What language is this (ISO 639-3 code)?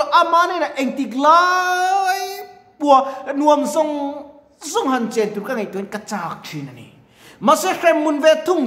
lus